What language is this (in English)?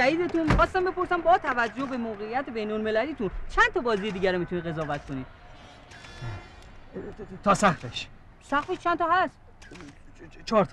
Persian